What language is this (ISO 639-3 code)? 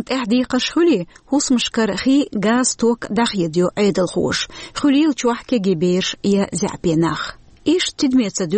che